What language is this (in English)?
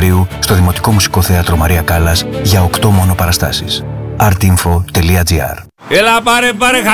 Greek